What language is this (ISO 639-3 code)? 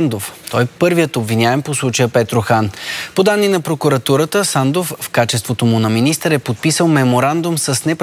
bul